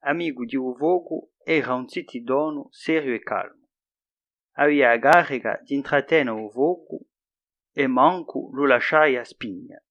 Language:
Corsican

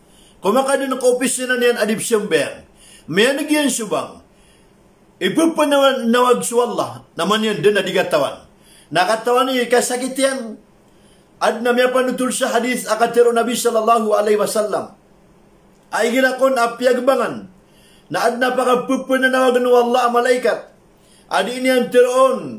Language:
Maranao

